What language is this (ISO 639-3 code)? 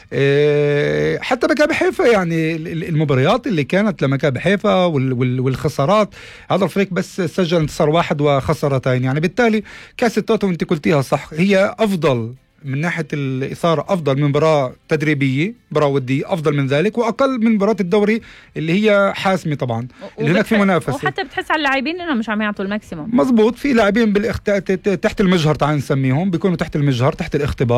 apc